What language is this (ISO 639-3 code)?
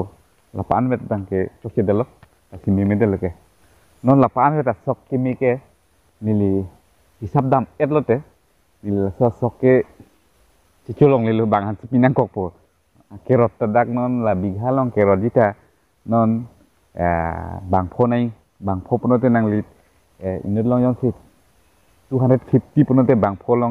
mjw